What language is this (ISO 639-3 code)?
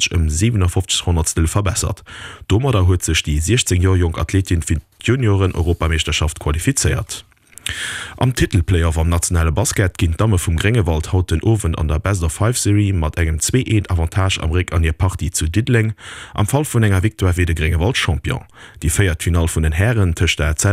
ltz